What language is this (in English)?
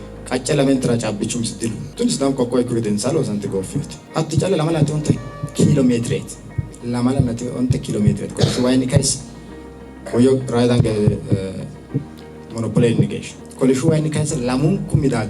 Sidamo